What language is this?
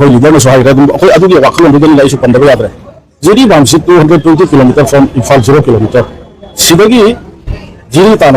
Manipuri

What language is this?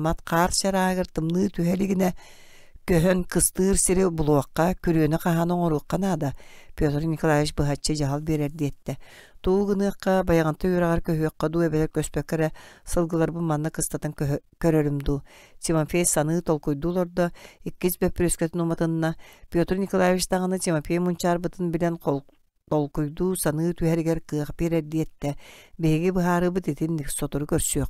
Yakut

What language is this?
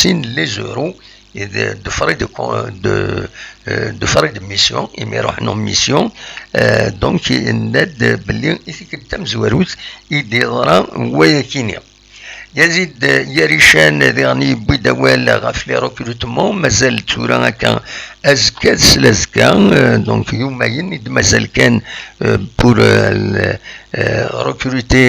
Kabyle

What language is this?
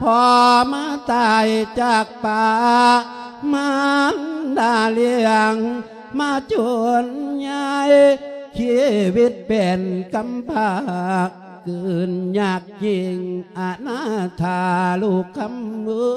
Lao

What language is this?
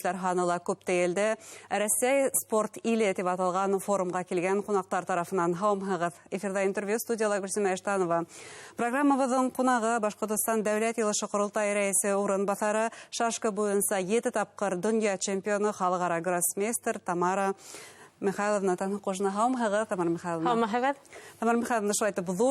Bashkir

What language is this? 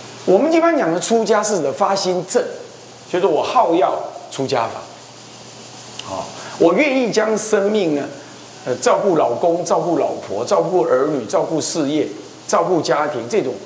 Chinese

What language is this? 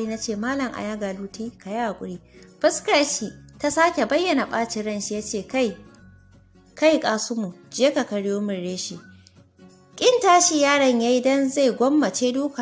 Hausa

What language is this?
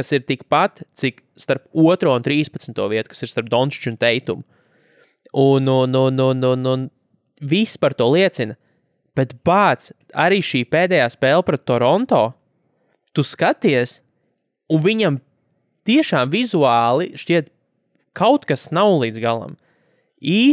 Latvian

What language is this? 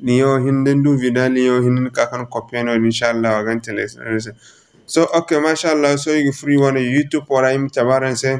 Zarma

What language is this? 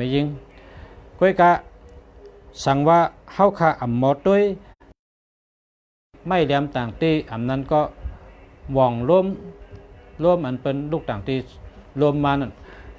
Shan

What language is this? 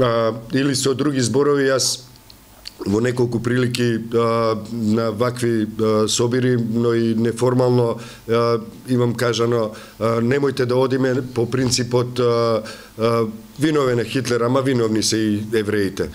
Macedonian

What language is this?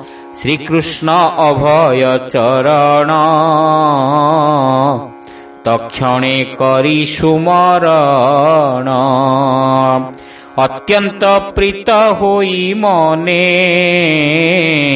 Odia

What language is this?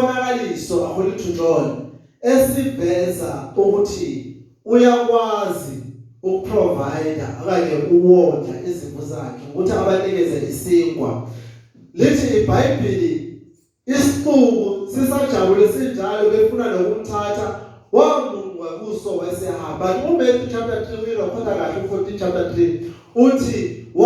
Zulu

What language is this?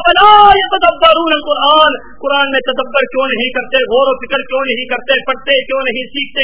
Urdu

